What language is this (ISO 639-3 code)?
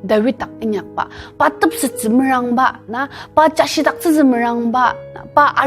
njo